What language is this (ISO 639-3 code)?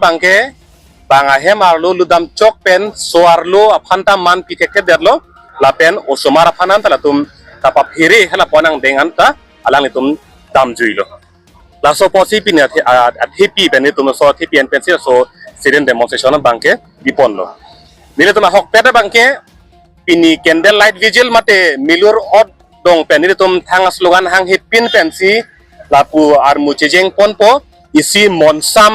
mjw